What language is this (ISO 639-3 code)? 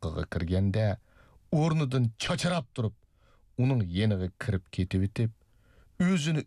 uig